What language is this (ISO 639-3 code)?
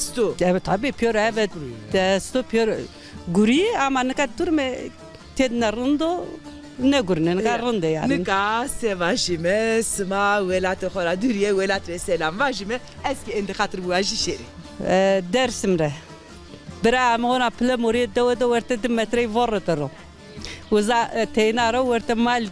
zza